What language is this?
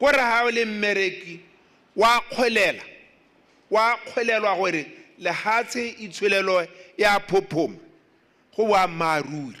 Tswana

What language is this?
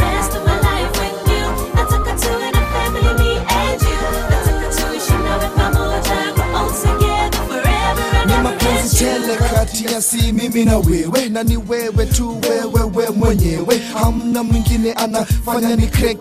Swahili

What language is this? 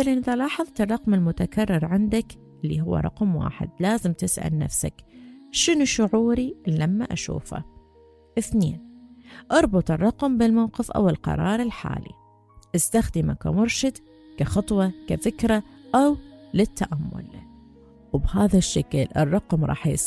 Mesopotamian Arabic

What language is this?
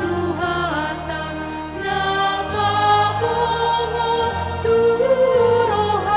Batak Toba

